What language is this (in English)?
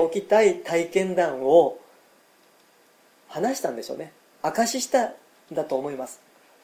Japanese